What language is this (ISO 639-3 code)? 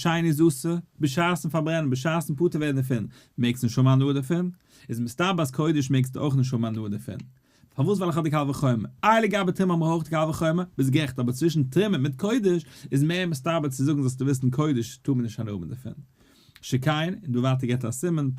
yid